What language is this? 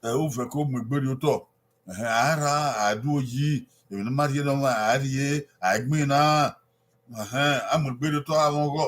Bini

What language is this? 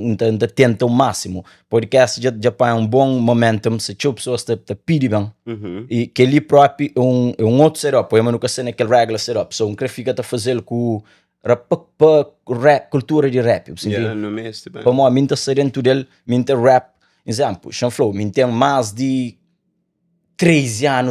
Kabuverdianu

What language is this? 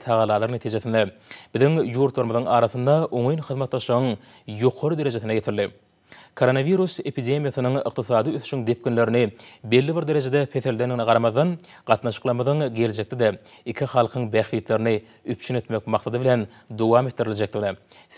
Turkmen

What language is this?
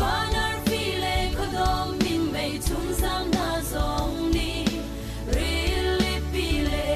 Falam Chin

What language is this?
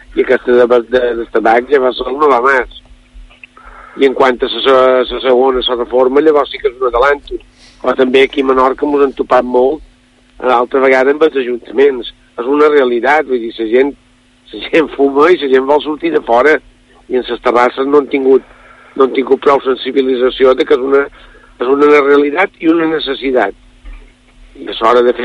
Catalan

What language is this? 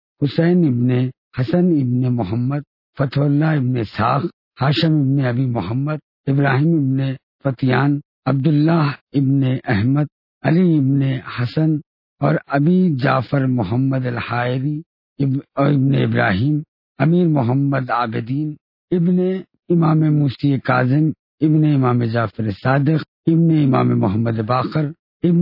Urdu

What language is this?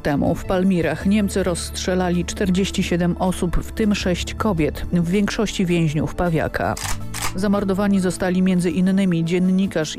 Polish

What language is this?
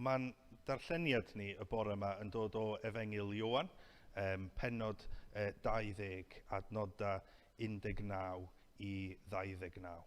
Welsh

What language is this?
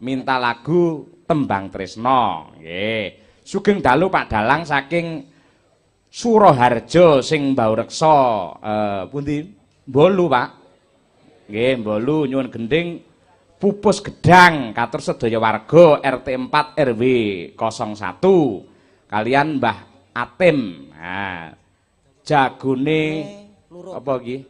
Javanese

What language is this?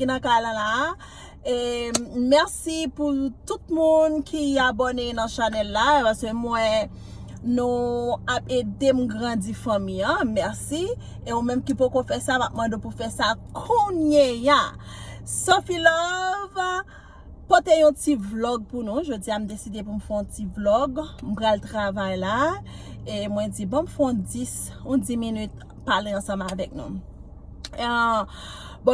Haitian Creole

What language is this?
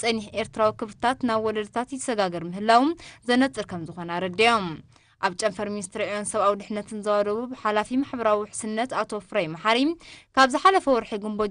Tigrinya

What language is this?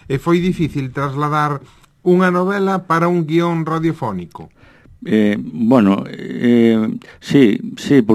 Galician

